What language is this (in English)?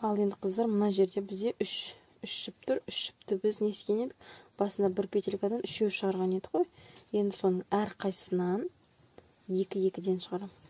Kazakh